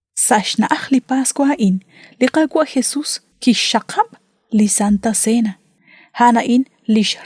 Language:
Kekchí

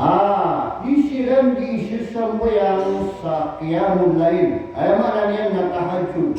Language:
Maranao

